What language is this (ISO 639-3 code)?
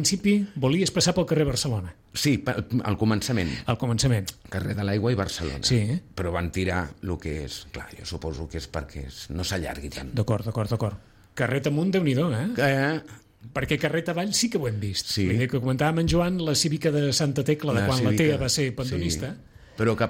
cat